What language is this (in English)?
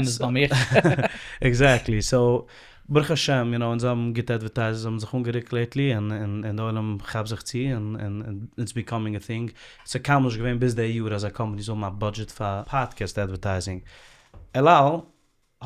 Yiddish